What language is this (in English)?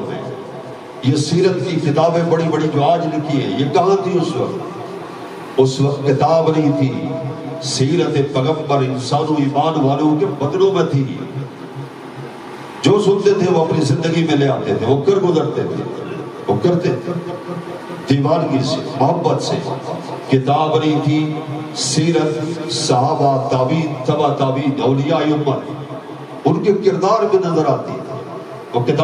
Urdu